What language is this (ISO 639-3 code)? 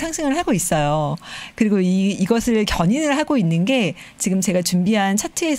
kor